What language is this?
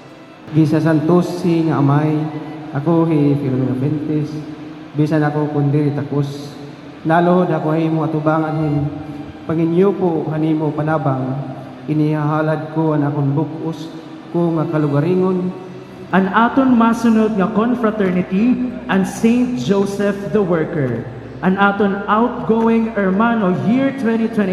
Waray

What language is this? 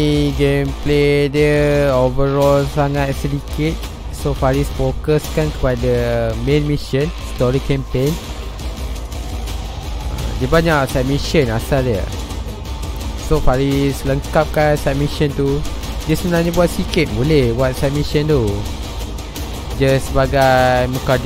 Malay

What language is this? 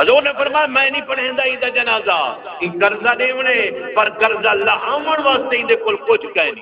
Saraiki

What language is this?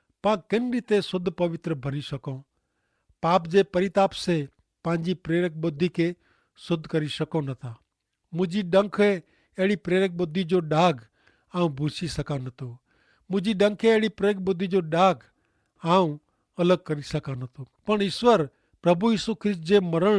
Kachhi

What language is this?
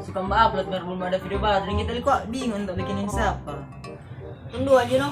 Manado Malay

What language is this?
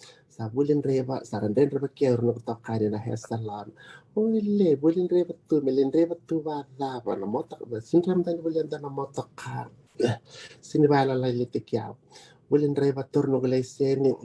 Fijian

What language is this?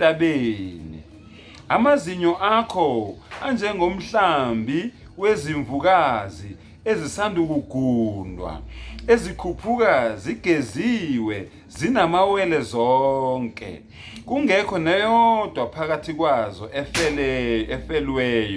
Zulu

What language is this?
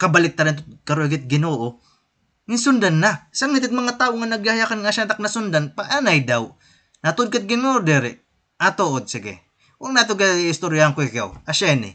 Waray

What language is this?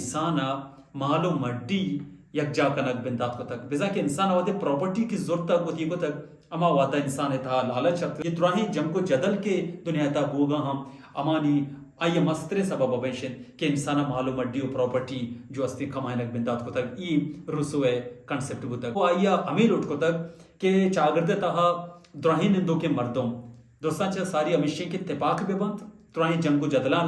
Baluchi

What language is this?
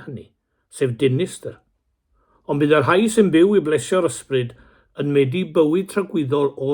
Welsh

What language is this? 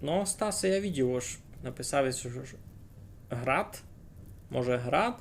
Rusyn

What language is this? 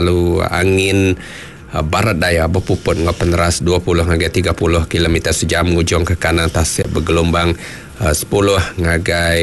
Iban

